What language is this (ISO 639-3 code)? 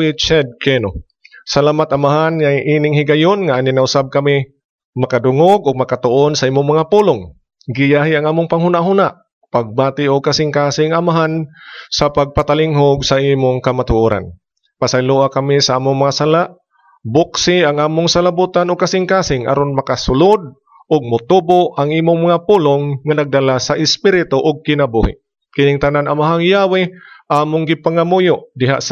ceb